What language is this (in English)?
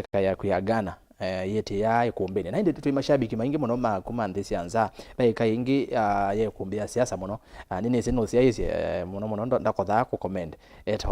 Kamba